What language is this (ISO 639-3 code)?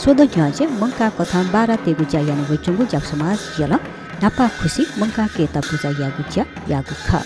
new